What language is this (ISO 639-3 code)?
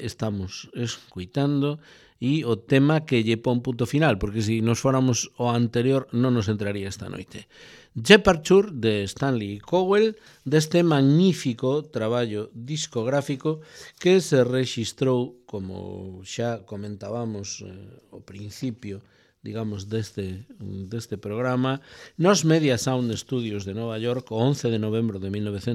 glg